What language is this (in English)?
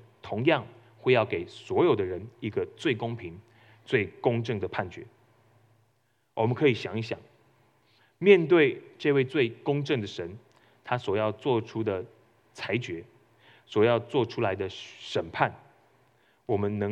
Chinese